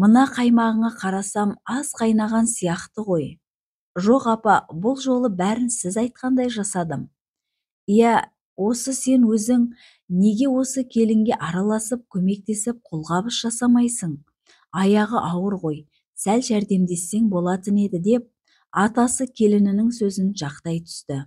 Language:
Kazakh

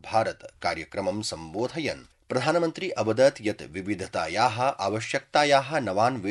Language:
Sanskrit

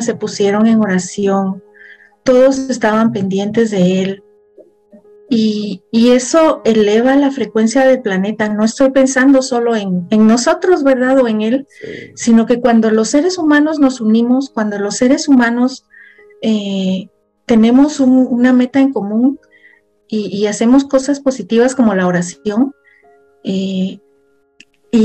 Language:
Spanish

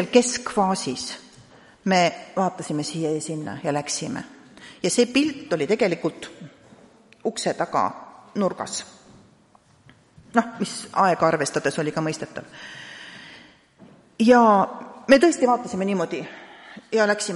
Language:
Estonian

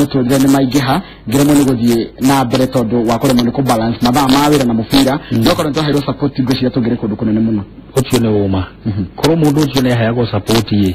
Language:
Kikuyu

